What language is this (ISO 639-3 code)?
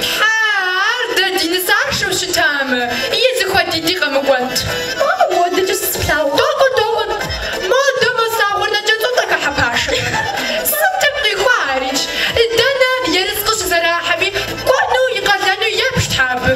kbd